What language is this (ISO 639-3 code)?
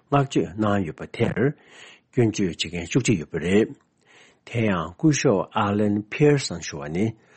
bod